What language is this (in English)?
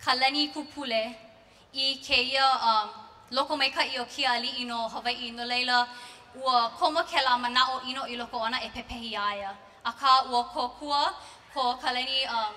Hawaiian